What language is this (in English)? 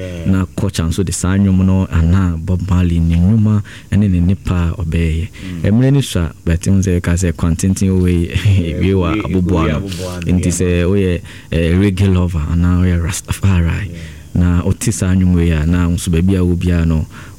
Akan